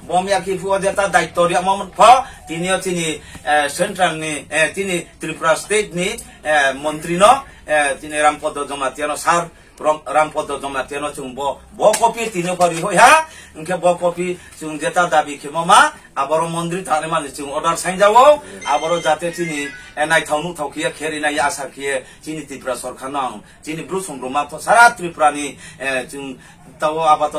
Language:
Riang (India)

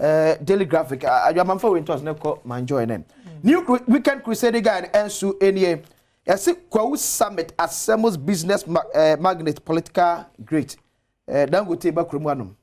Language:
Akan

